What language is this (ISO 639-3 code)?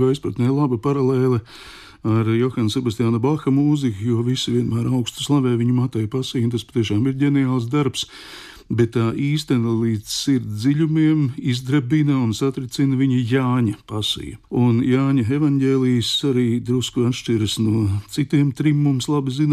lav